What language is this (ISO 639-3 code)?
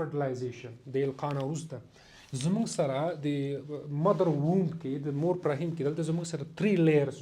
pus